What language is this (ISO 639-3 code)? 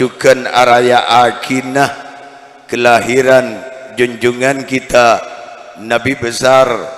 mad